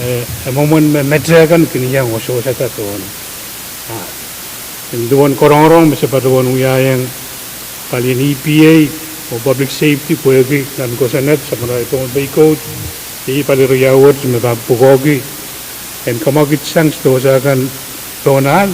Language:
Pohnpeian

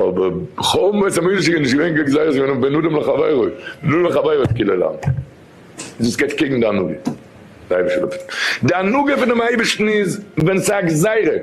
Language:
Yiddish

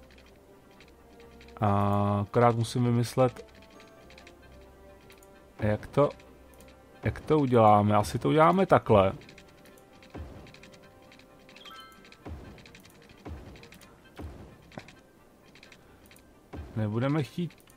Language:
Czech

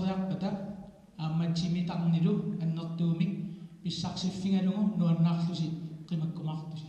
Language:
Kalaallisut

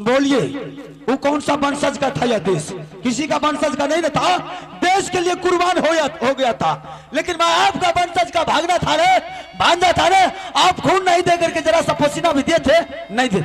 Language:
Maithili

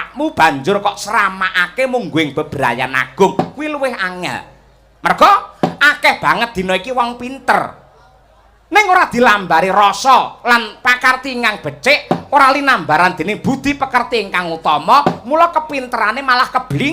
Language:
Javanese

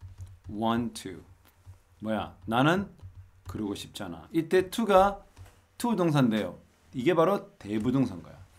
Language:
Korean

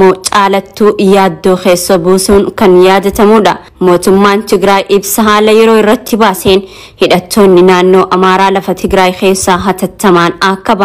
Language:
Oromo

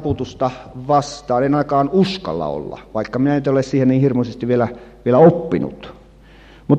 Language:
Finnish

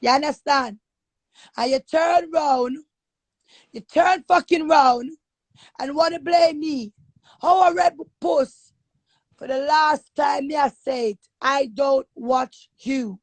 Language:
Jamaican Creole English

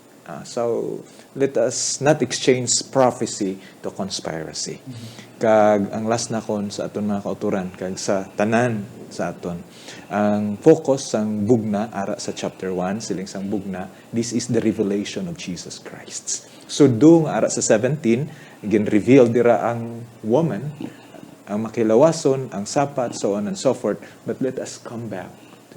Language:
Hiligaynon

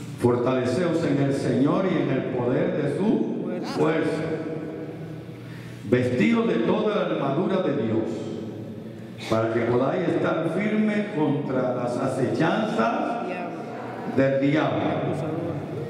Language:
Spanish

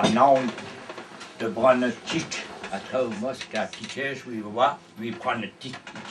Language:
Breton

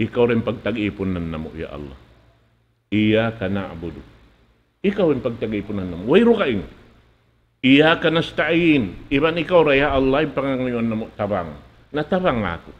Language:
Tausug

